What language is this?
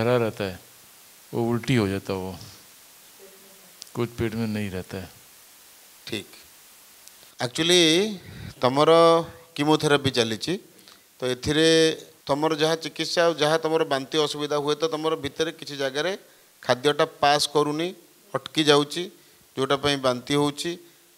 Odia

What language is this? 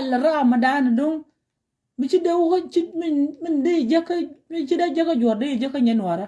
Nuer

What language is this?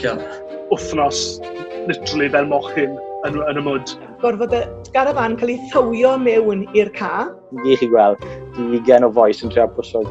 Welsh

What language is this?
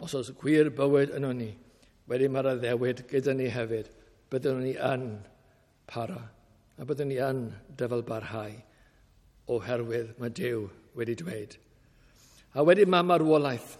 Welsh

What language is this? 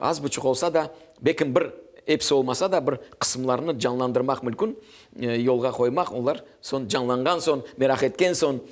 Crimean Tatar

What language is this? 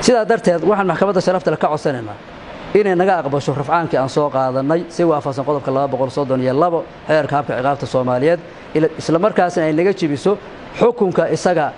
Somali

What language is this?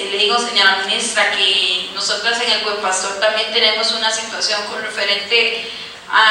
Spanish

